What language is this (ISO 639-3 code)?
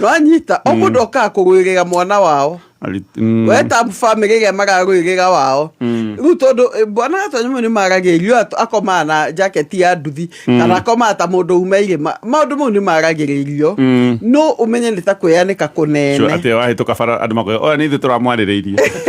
kik